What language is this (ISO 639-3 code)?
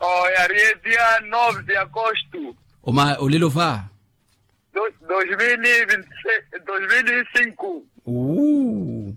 vmw